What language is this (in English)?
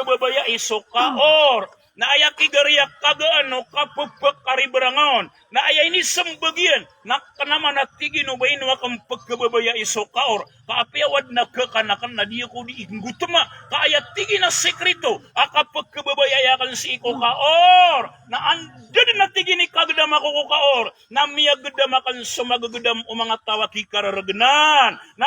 Maranao